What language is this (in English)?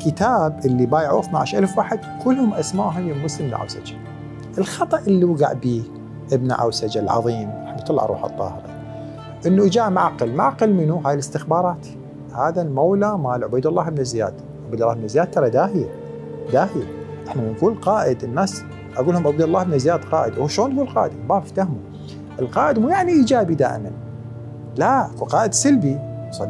Mesopotamian Arabic